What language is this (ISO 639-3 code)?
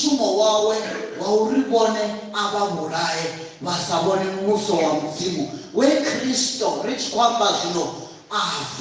ven